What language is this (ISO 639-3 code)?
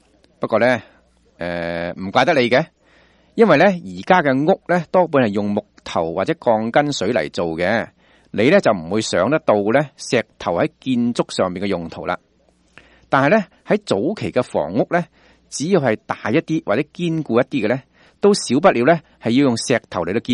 yue